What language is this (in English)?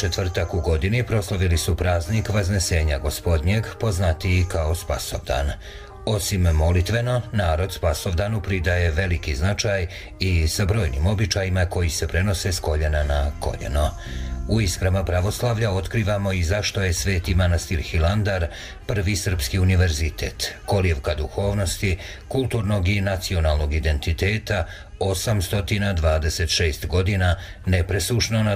Serbian